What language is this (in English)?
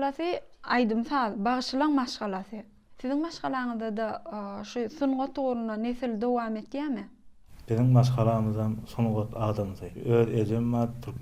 Turkmen